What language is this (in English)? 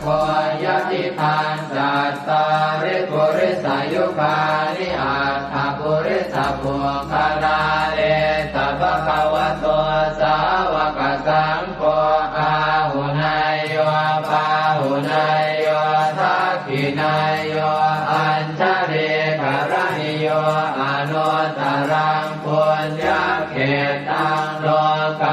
Pali